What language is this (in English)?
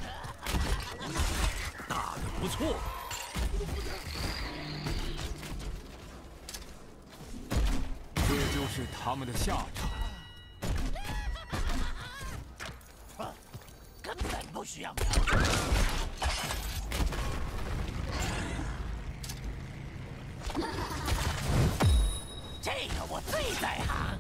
Chinese